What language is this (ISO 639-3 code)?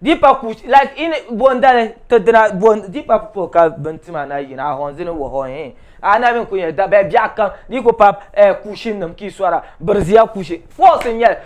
dag